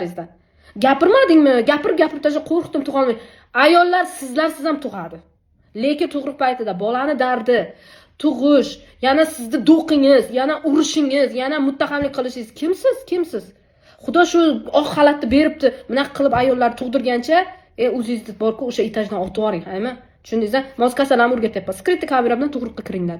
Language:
Uzbek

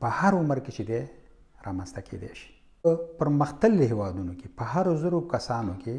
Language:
Pashto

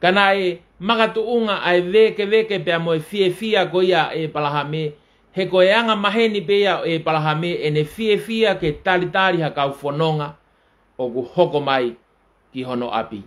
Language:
Tongan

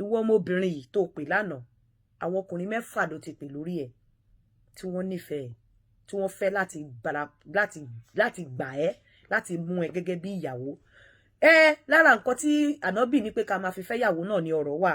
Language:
Yoruba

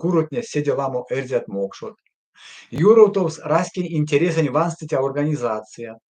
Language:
Erzya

